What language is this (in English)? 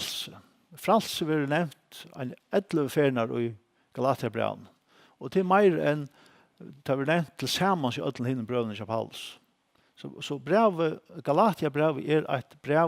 Faroese